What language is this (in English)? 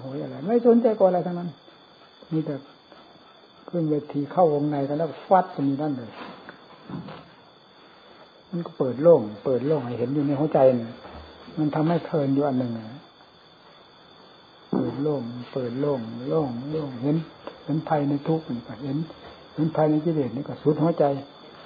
Thai